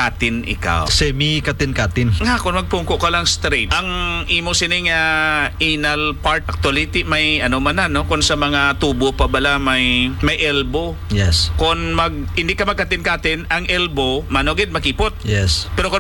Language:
Hiligaynon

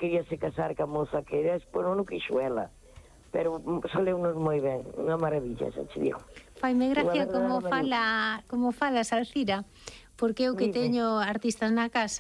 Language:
Galician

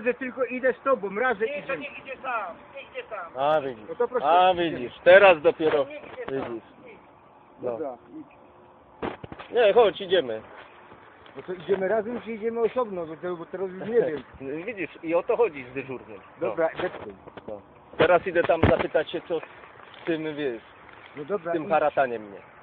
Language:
Polish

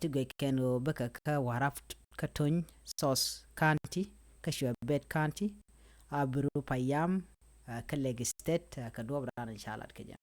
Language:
Nuer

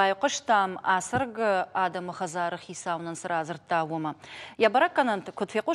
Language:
Ossetic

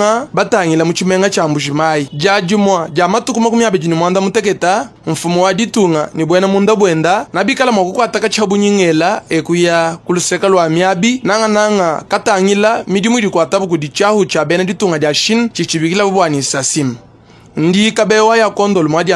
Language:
Luba-Lulua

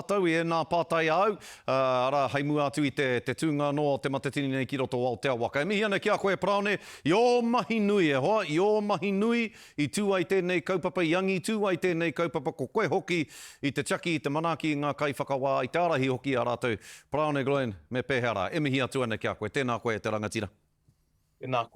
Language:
Māori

